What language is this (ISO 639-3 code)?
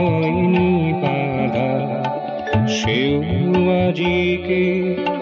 ben